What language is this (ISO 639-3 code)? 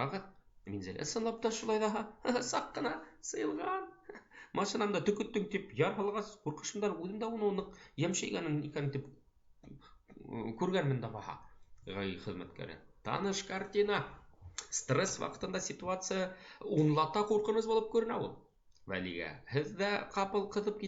bak